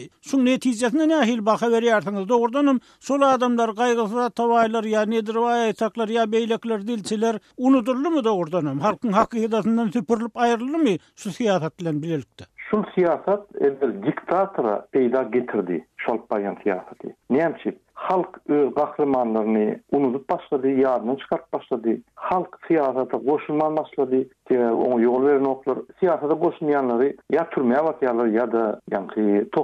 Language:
Turkmen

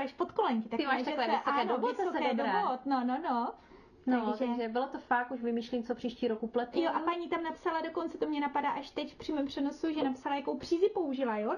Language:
Czech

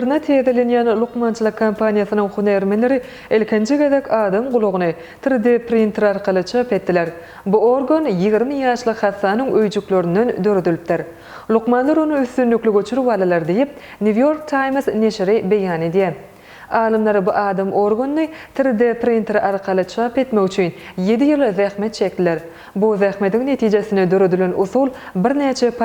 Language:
Turkmen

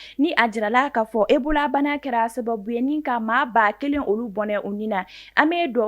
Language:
Bambara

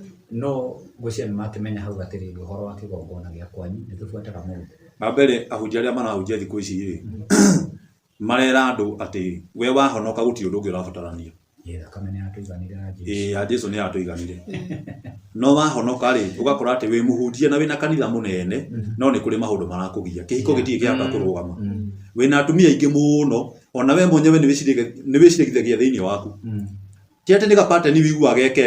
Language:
Kikuyu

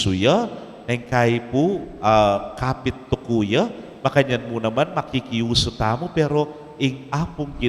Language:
Pampanga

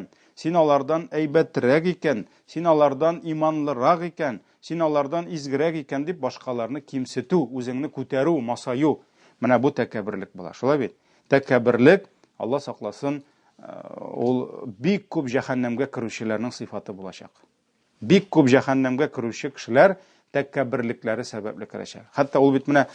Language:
Tatar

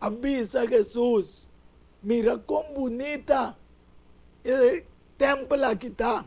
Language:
Papiamento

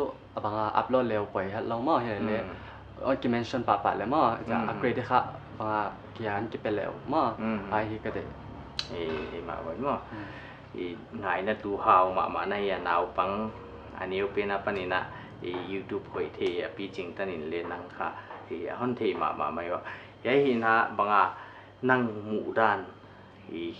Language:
Paite Chin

